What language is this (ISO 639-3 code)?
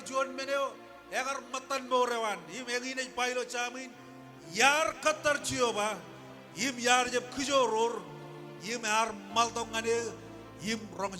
mah